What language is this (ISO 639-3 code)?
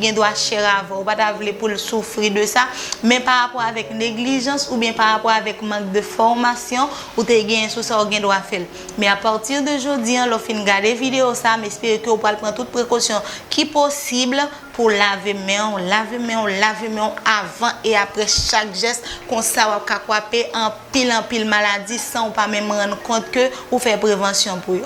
hat